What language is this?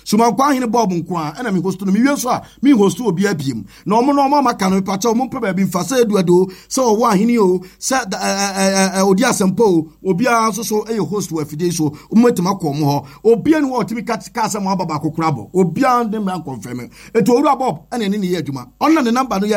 Akan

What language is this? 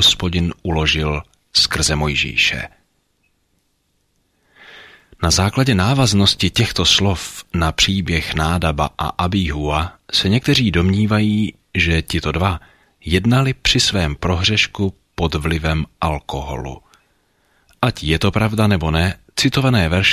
Czech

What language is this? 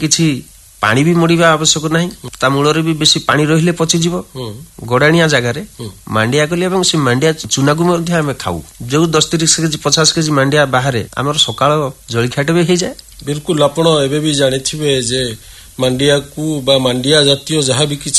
Odia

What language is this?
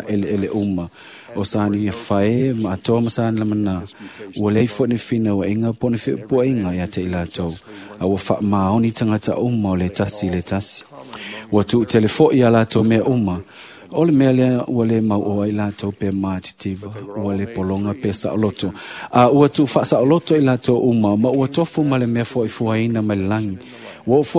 Samoan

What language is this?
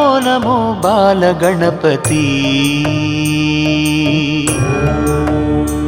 Kannada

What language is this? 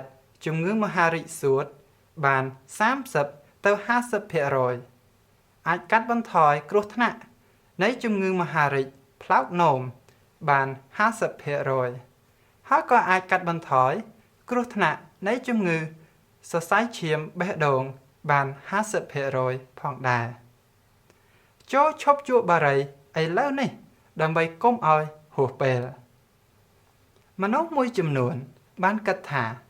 Khmer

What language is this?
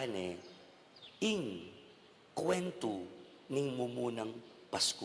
Pampanga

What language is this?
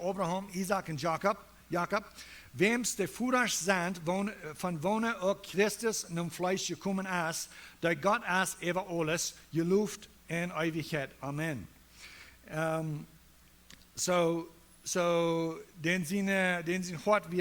Plautdietsch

